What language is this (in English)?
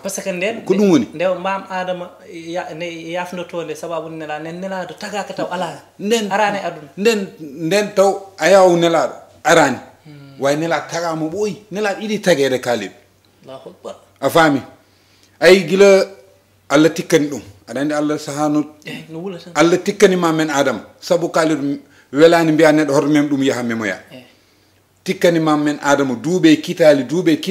Fula